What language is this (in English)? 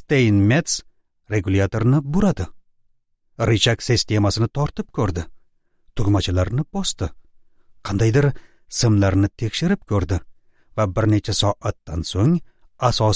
Uzbek